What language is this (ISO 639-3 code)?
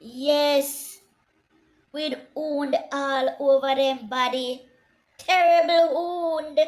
jam